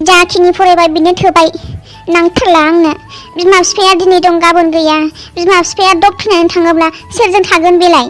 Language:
Bodo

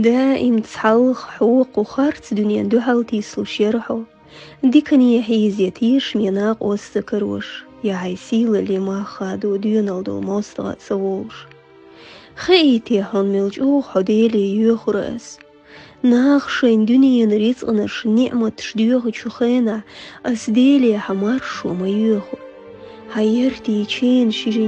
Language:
Chechen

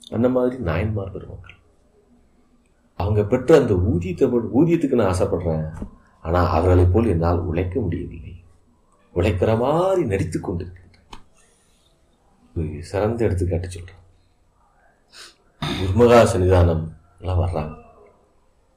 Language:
Tamil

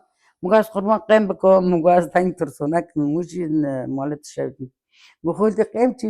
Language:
Kurdish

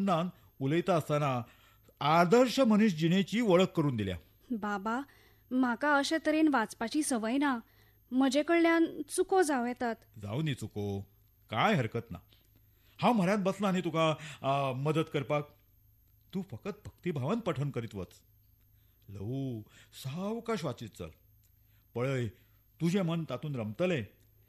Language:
Konkani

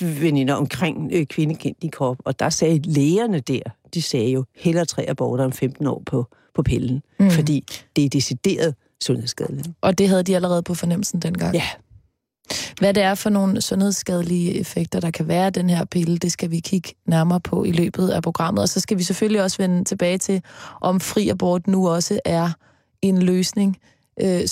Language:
Danish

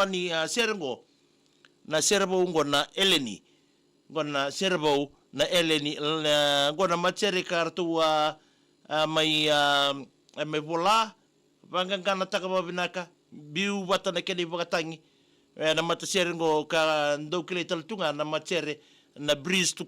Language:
Fijian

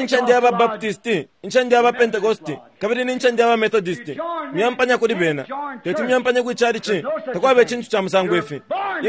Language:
Bemba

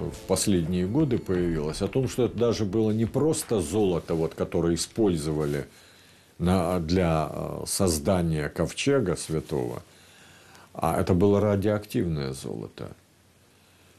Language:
Russian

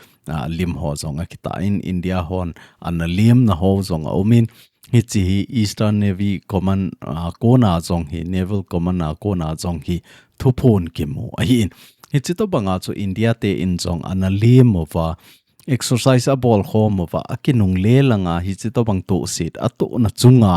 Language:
Thado Chin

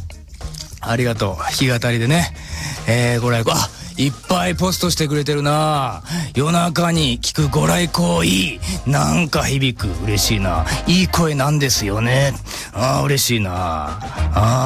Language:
Japanese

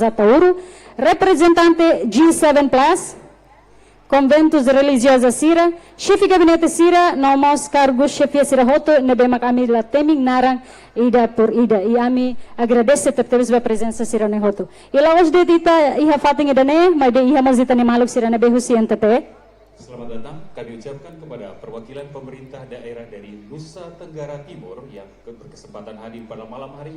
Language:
Tetum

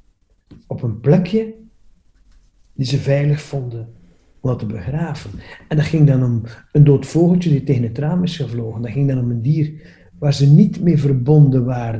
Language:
Dutch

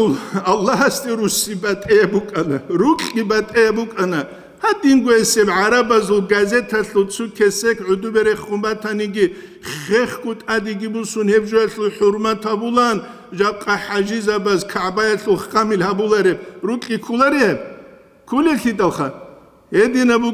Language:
Avaric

